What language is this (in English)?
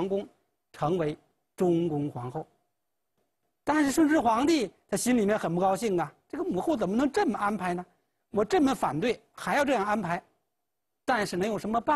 Chinese